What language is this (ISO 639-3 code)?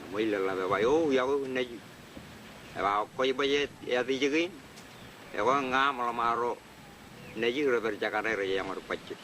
mah